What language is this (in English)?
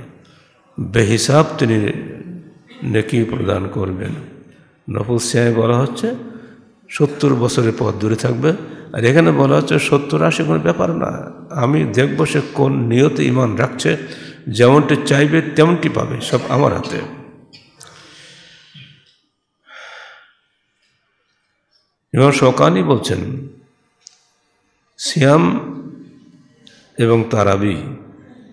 Bangla